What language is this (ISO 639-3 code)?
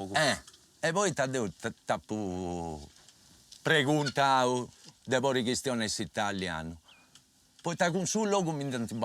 srd